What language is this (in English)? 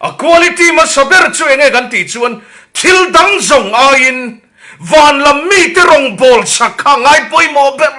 Mizo